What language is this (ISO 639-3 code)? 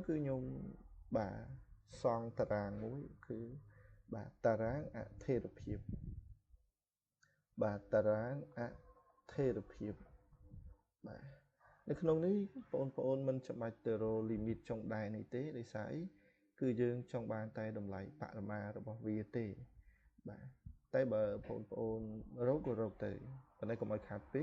khm